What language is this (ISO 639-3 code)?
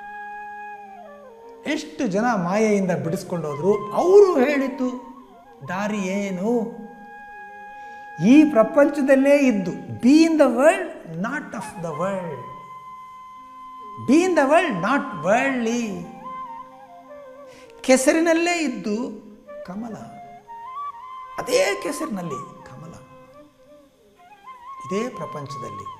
kan